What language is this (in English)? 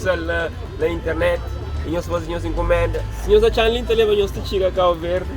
Kabuverdianu